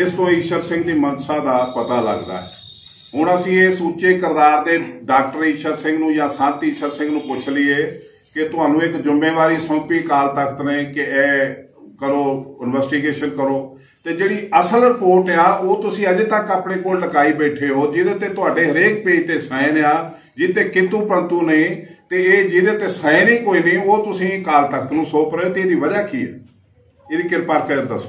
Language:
Punjabi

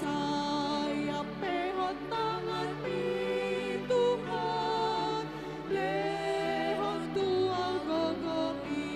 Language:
Batak Toba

